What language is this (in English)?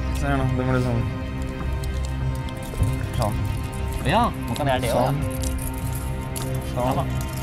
Norwegian